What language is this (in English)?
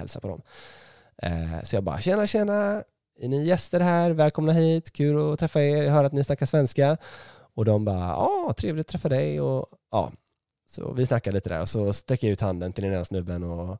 Swedish